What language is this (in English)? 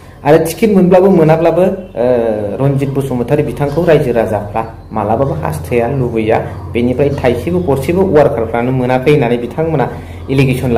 Bodo